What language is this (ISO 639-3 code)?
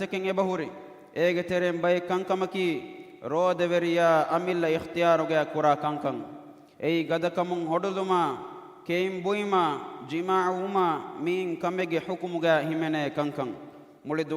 div